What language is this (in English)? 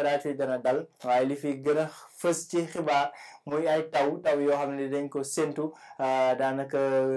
Wolof